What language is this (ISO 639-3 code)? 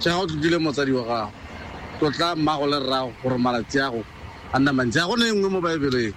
tsn